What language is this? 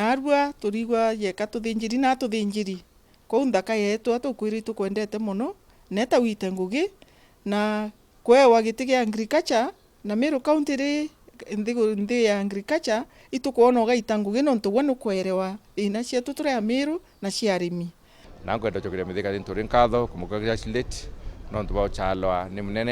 Meru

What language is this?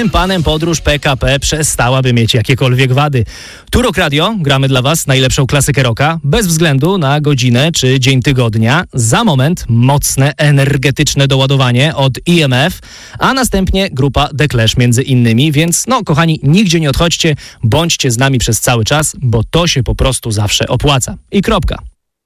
Polish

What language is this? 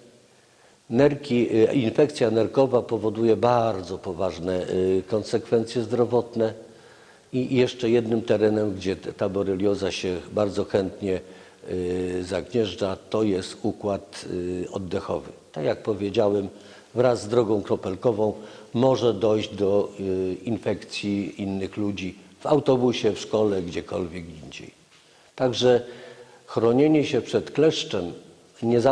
Polish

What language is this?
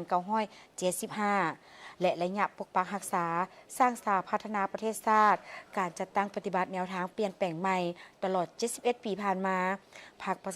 Lao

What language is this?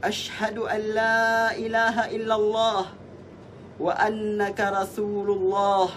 Yakan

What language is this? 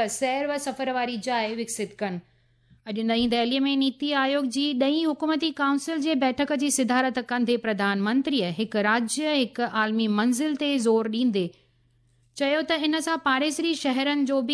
Sindhi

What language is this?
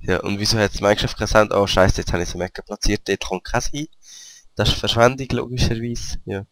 Swiss German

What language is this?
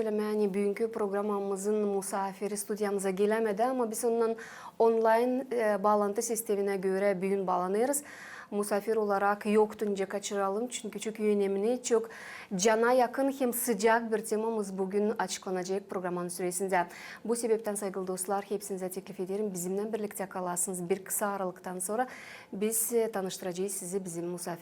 Gagauz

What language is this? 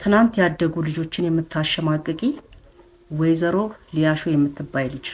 Amharic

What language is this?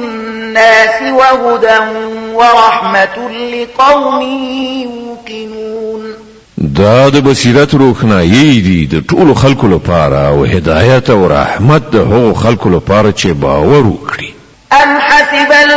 Pashto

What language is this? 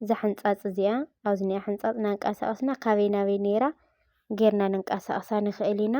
Tigrinya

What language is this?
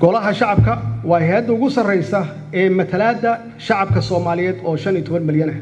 Somali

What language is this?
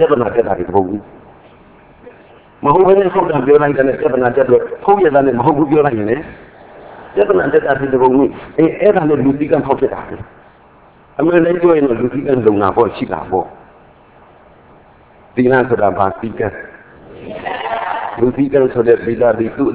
Burmese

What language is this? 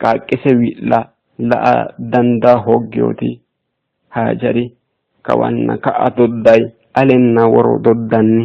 Sidamo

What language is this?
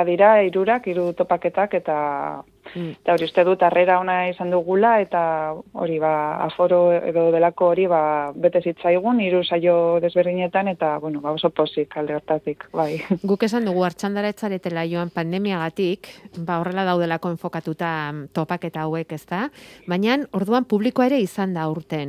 Basque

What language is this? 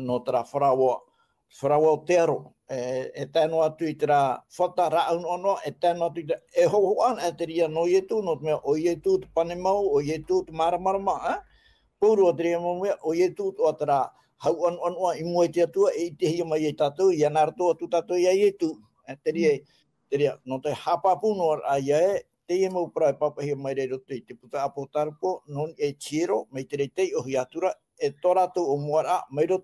Tahitian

